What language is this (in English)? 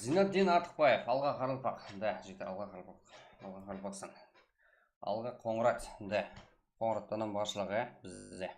Kara-Kalpak